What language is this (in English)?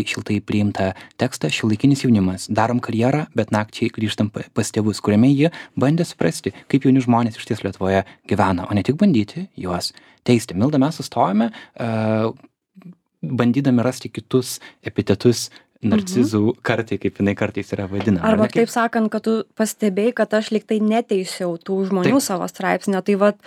Lithuanian